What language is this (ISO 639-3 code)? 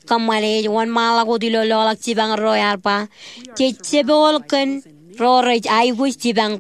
mah